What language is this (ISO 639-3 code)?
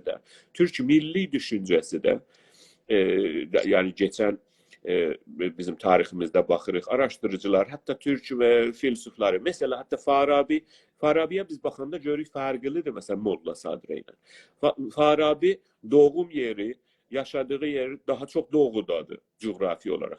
azb